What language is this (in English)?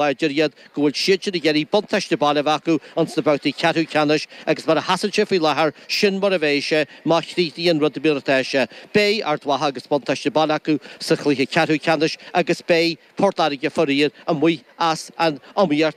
Irish